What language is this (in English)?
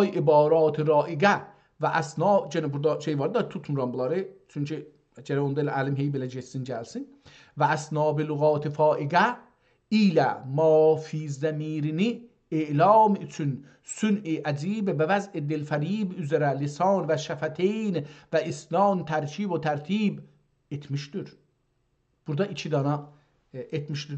South Azerbaijani